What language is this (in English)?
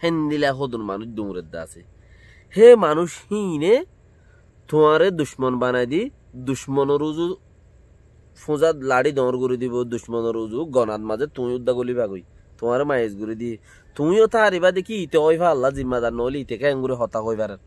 Rohingya